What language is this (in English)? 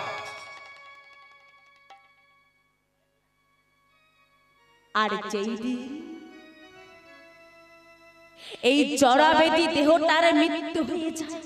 Bangla